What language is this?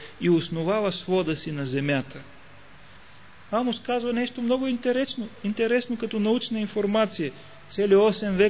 Bulgarian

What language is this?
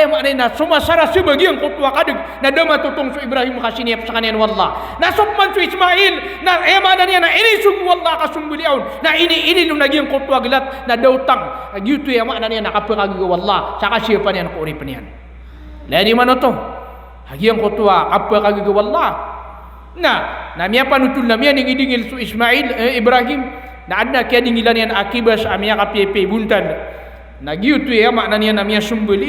Maranao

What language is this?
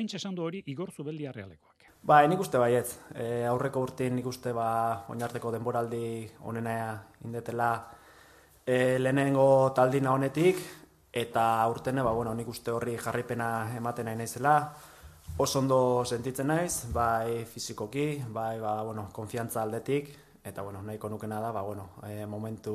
Basque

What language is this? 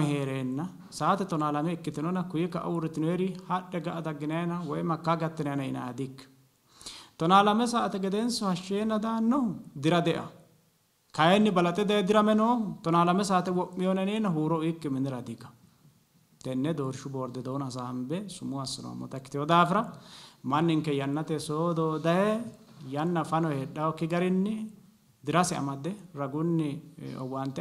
Sidamo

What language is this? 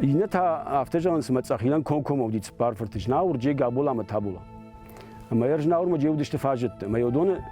Ossetic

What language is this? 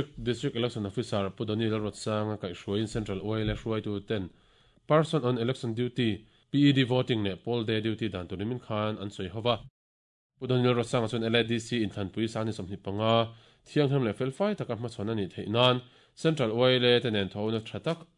Mizo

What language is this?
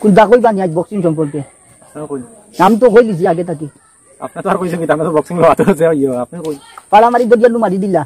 Sylheti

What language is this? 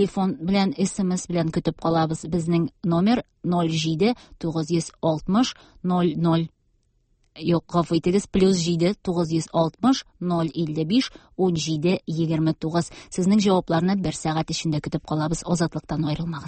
Tatar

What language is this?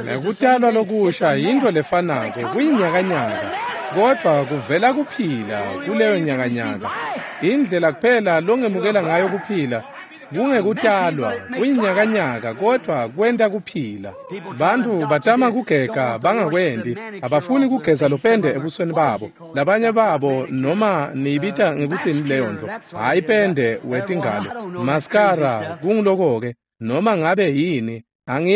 Swati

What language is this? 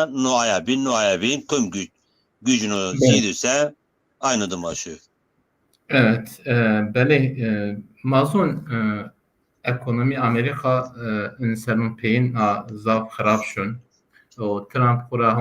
Zaza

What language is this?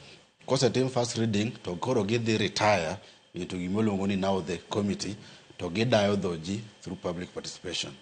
Luo (Kenya and Tanzania)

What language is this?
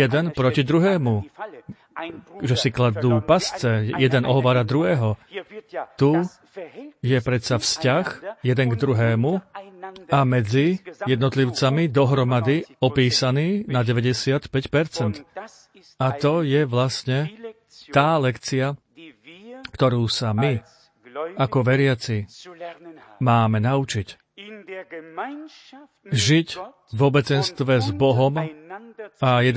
Slovak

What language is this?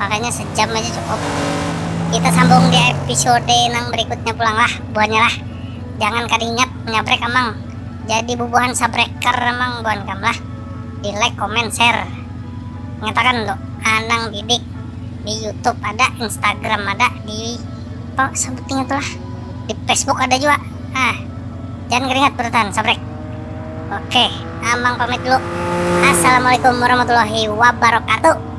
Banjar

